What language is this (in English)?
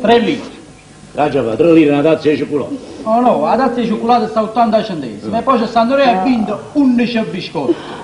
Neapolitan